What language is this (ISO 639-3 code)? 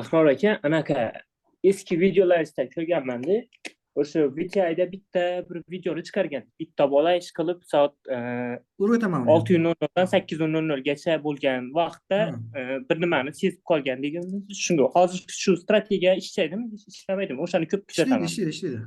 uzb